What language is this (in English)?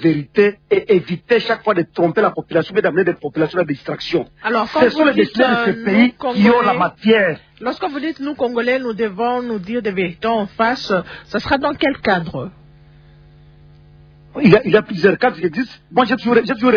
French